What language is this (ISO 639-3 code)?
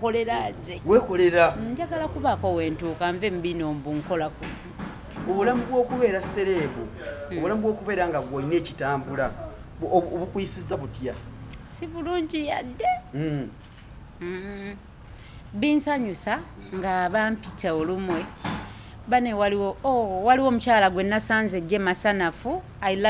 lug